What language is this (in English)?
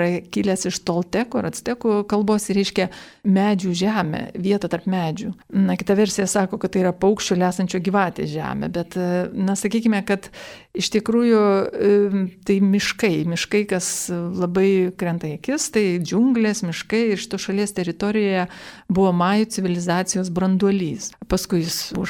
Lithuanian